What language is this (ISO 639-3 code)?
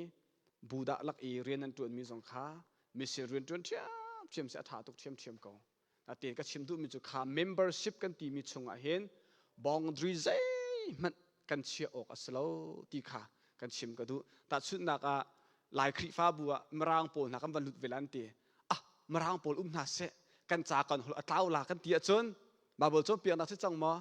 cnh